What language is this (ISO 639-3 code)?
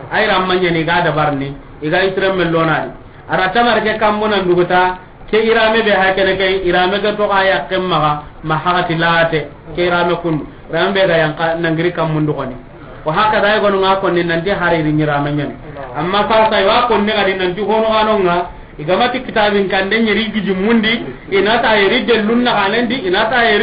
snk